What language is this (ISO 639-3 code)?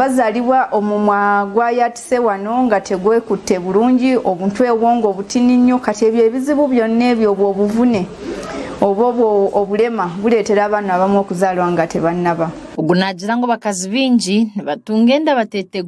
nyn